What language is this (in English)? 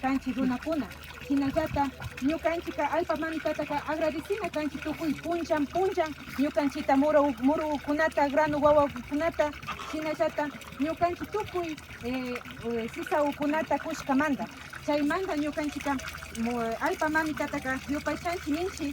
Imbabura Highland Quichua